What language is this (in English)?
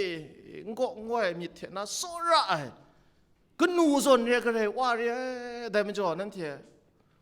Kachin